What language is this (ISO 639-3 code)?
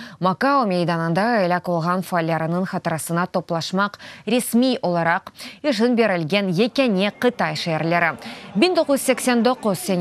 crh